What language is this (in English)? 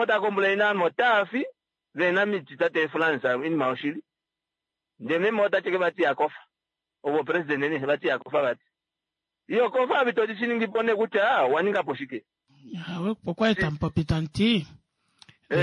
Kuanyama